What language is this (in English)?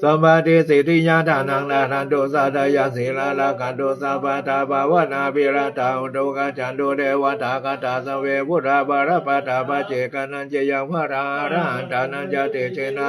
Pali